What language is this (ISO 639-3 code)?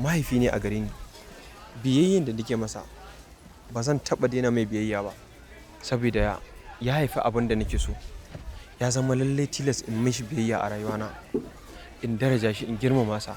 hau